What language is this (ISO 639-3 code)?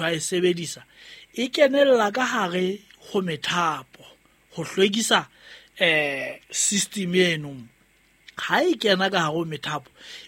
sot